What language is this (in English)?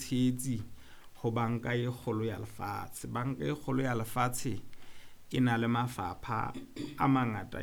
Southern Sotho